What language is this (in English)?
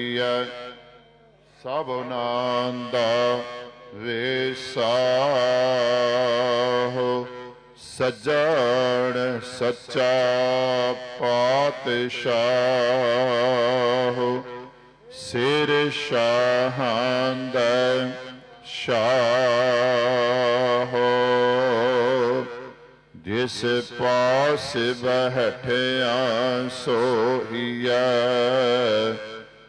Punjabi